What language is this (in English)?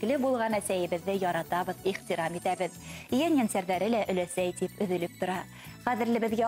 Bashkir